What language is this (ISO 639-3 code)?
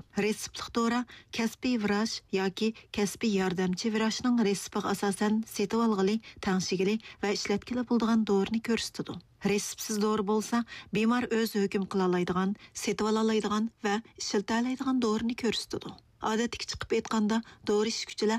uig